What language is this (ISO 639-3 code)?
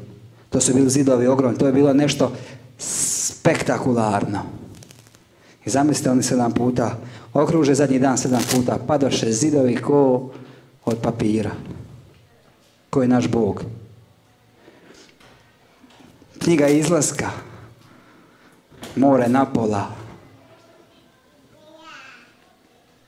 hrv